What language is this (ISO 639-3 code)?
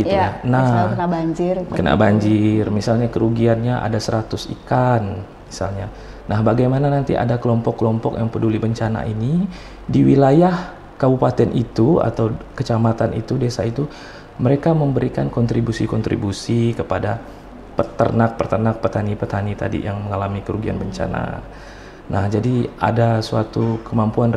ind